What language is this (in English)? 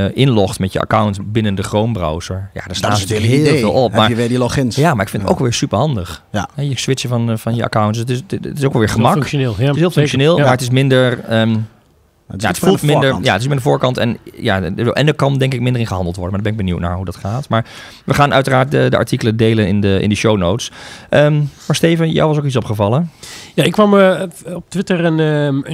Dutch